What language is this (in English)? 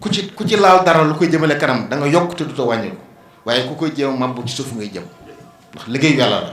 Wolof